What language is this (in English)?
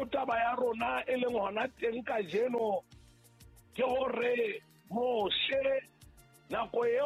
Southern Sotho